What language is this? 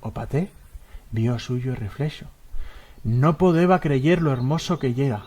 Aragonese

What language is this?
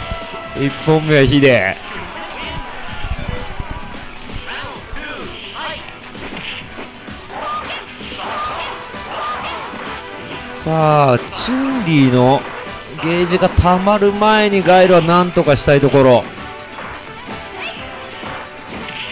Japanese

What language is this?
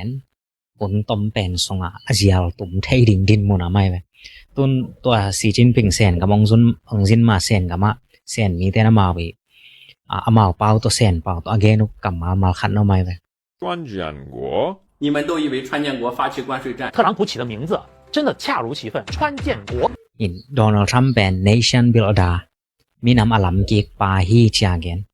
Tedim Chin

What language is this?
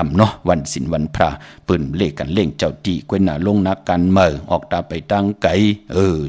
Shan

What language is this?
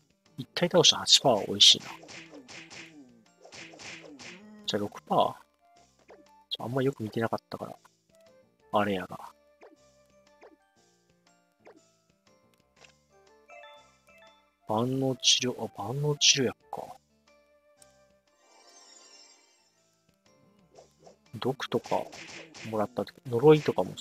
Japanese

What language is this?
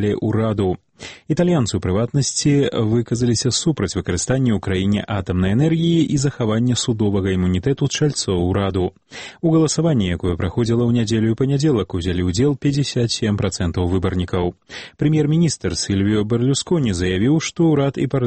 Belarusian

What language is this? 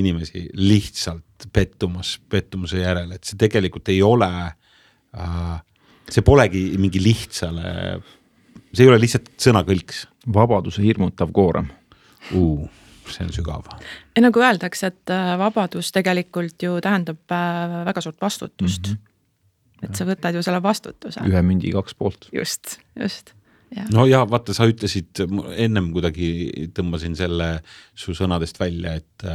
Estonian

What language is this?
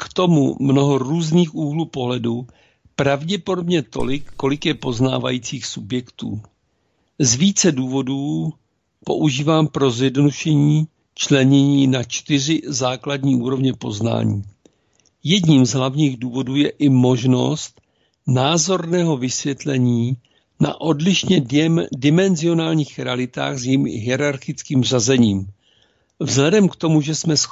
Czech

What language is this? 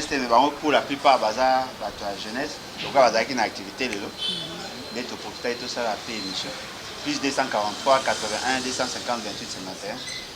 Lingala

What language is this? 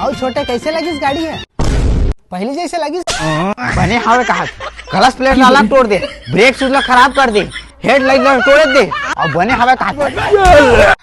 Chhattisgarhi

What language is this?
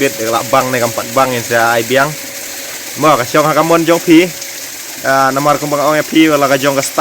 Khasi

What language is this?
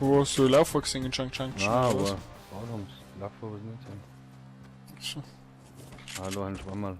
Bavarian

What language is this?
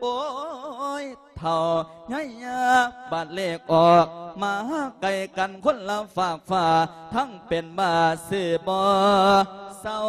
Lao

